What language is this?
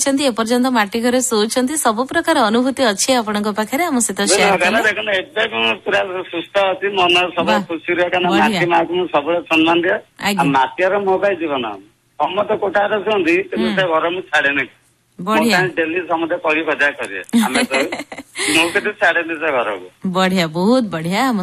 Odia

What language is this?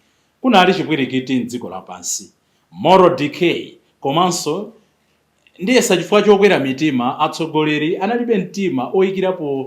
Nyanja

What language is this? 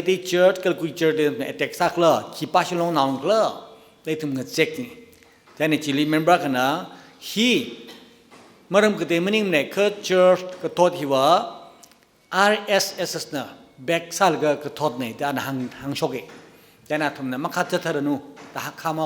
Tangkhul Naga (India)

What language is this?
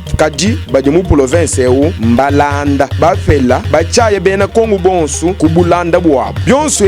Luba-Lulua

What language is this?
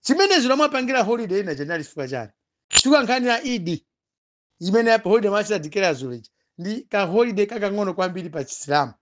Nyanja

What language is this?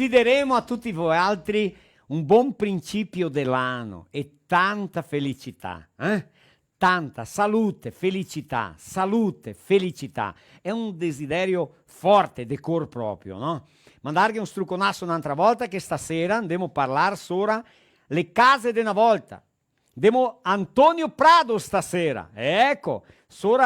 Venetian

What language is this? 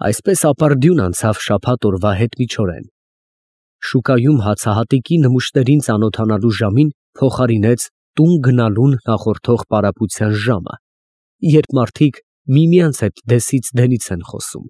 Armenian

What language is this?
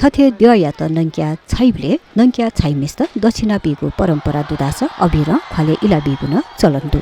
Newari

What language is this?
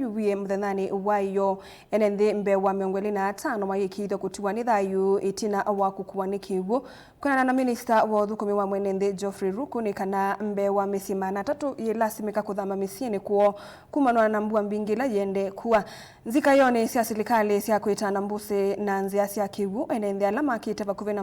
Kamba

